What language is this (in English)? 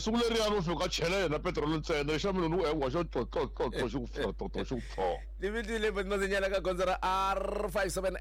Tsonga